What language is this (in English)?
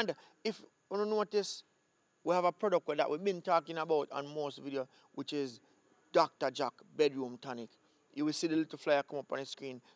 Jamaican Creole English